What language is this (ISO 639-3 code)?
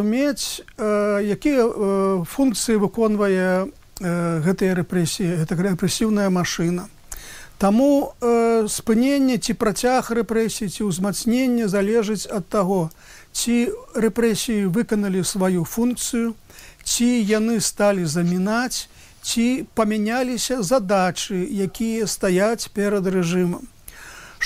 bel